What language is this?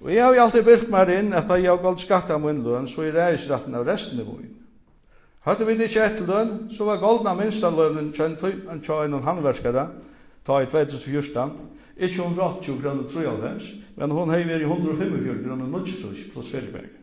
Faroese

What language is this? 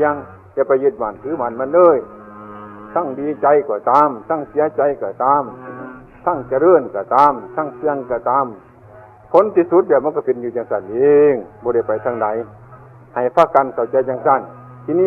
Northeastern Thai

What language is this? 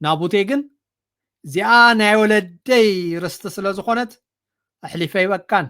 Tigrinya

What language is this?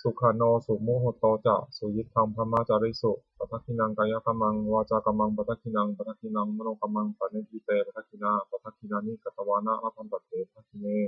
Pali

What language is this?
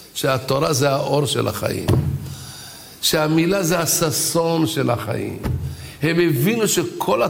Hebrew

